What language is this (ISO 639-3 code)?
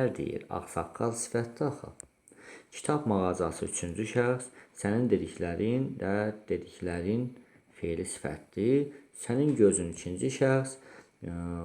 aze